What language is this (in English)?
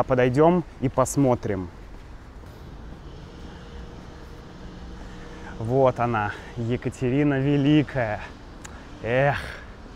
Russian